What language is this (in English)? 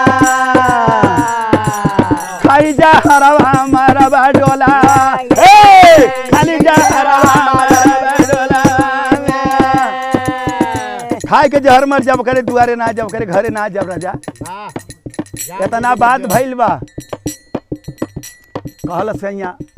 Bhojpuri